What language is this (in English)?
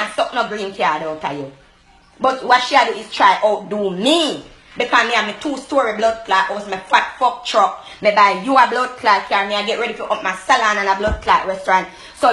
Jamaican Creole English